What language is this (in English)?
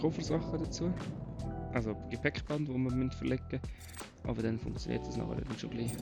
Swiss German